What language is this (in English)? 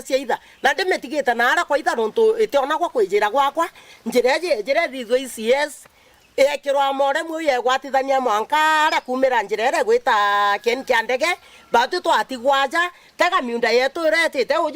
Meru